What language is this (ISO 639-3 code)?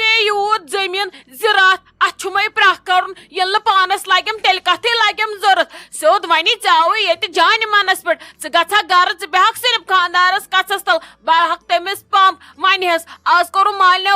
kas